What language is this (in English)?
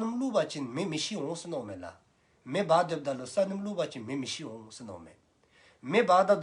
Dzongkha